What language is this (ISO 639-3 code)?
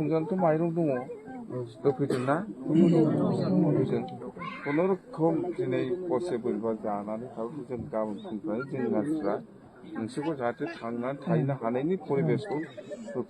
brx